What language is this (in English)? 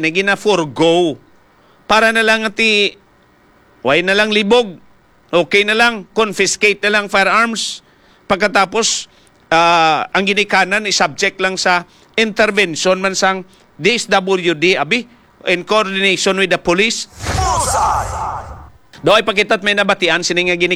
Hiligaynon